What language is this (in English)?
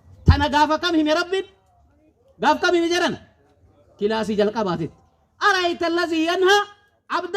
Oromo